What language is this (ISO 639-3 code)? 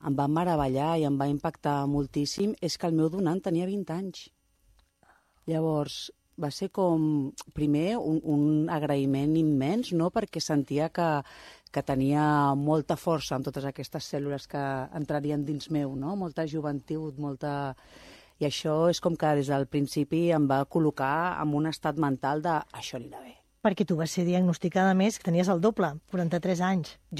cat